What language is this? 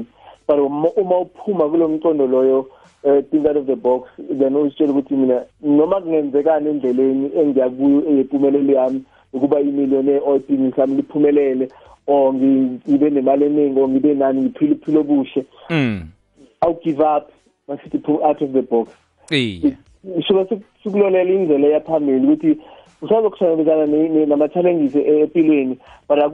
South Ndebele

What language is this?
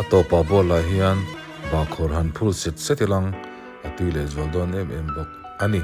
Mizo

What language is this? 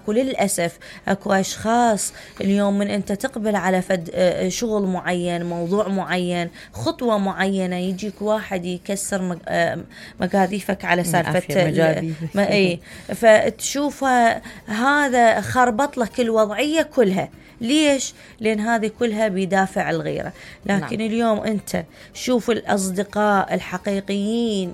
Mesopotamian Arabic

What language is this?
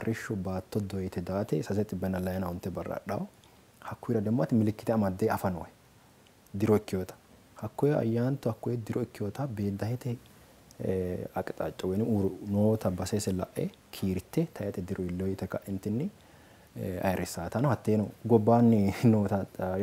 Sidamo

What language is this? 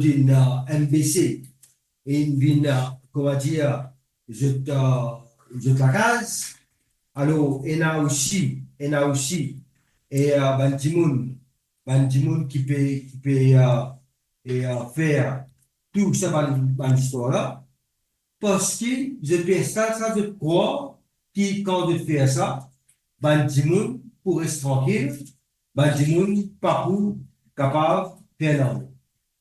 Morisyen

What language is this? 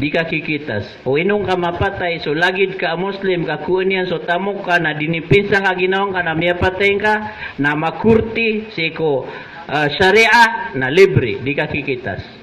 Maranao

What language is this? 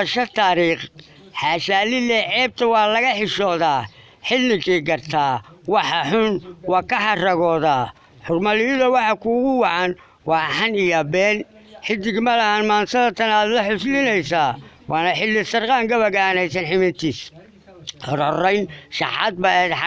Somali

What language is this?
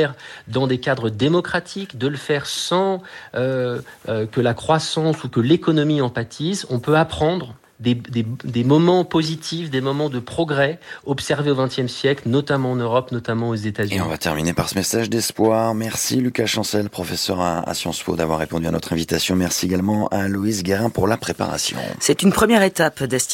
French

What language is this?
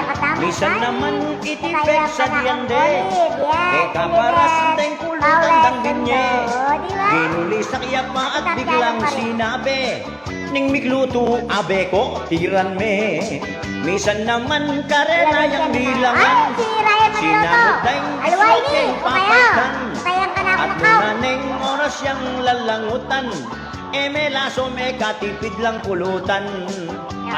Pampanga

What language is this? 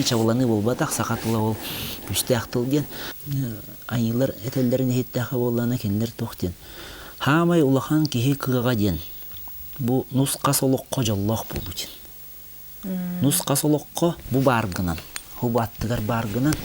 Yakut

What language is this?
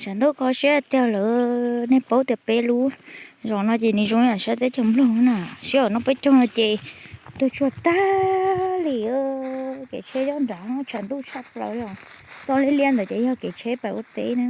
Hmong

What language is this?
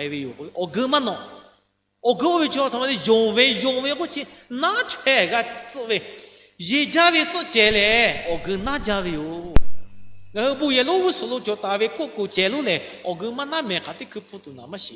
Lahu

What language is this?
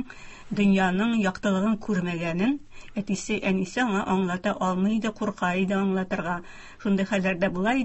Tatar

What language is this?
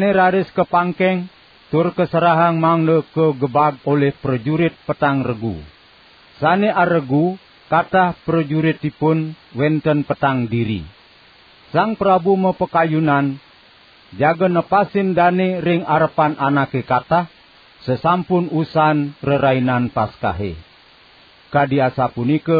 Balinese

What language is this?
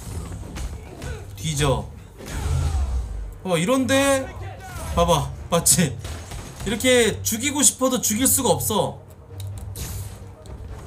Korean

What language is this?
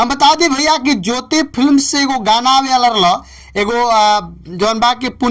Bhojpuri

